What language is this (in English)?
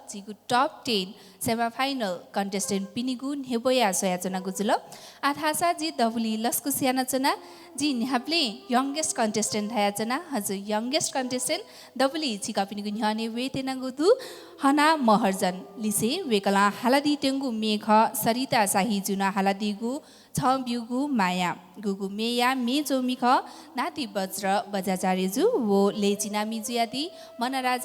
Newari